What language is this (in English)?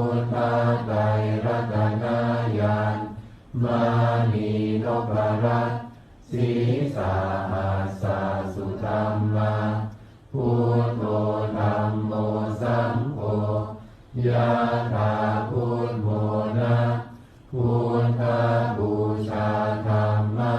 Pali